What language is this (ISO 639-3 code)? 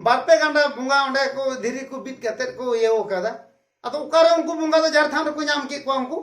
sat